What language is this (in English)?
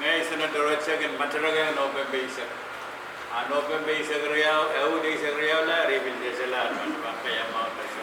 Pohnpeian